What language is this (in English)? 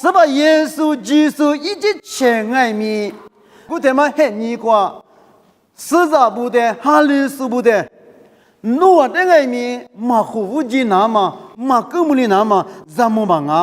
Lisu